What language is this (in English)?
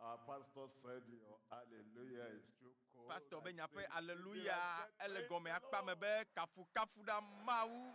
Ewe